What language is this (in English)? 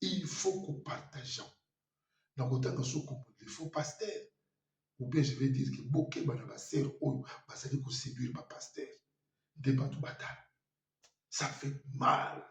Lingala